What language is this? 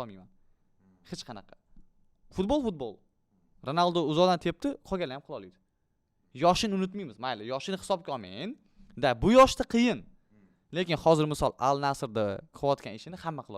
Uzbek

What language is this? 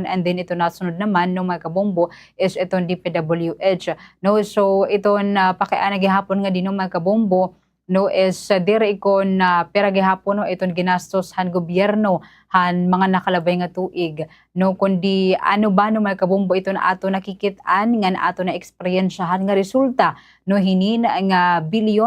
Waray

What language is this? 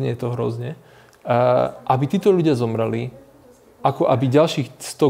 Slovak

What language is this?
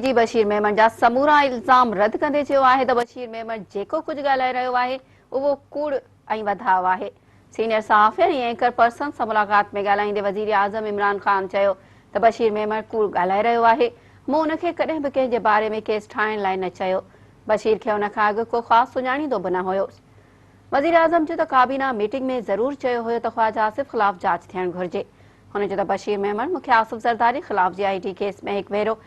Sindhi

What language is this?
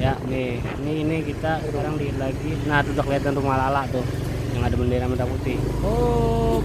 Betawi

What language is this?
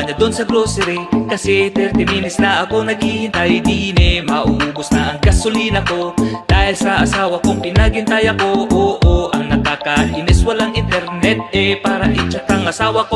Filipino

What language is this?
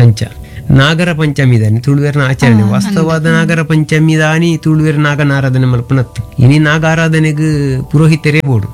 Tulu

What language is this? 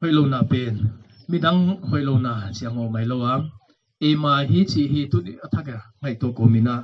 Paite Chin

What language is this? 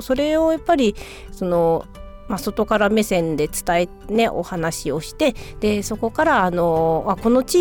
Japanese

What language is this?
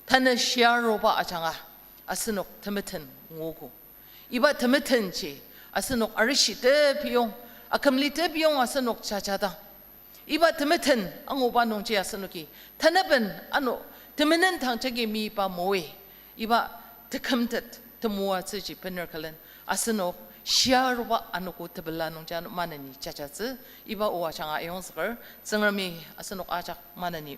Ao Naga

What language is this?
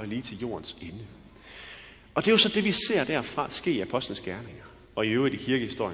Danish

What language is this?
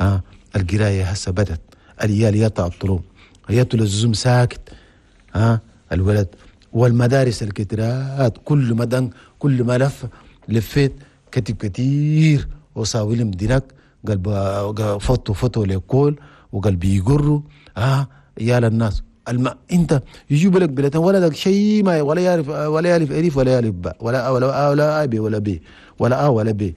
Chadian Arabic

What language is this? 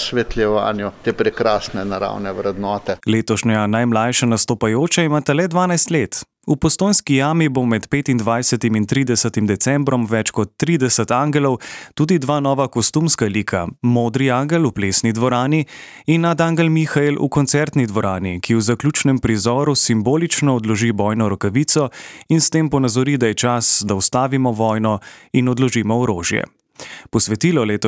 Slovenian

